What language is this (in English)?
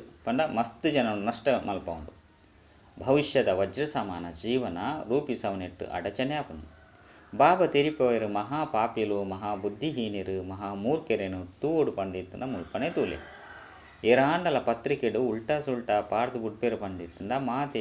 Tulu